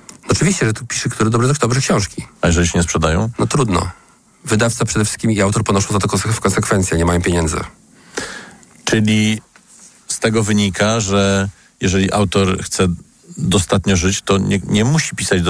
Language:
Polish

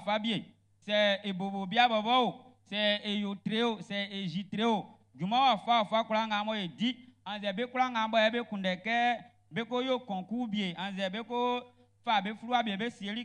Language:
Baoulé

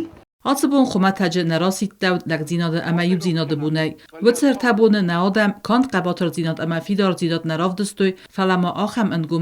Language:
Ossetic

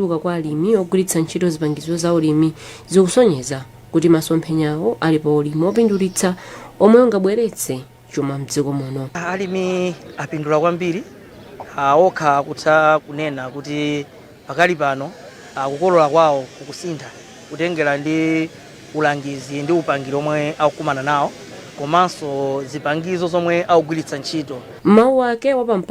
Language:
Nyanja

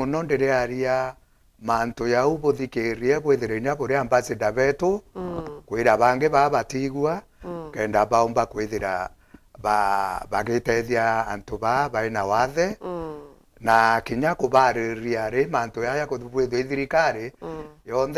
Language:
Meru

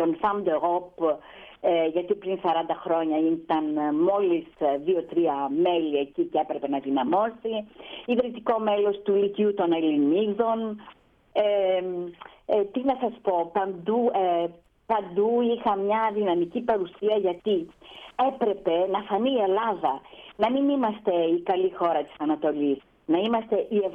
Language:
Greek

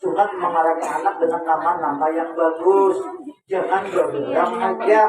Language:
Banjar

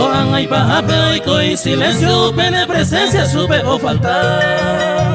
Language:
Guarani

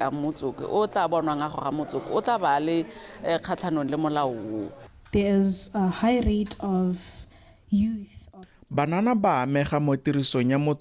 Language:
Tswana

